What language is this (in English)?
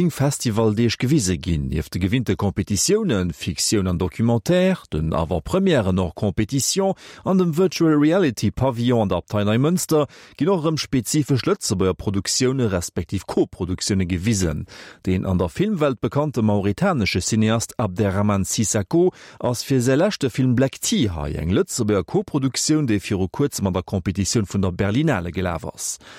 Luxembourgish